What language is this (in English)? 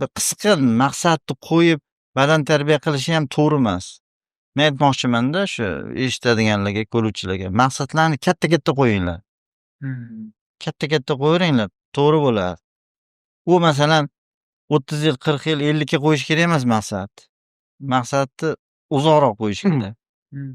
Uzbek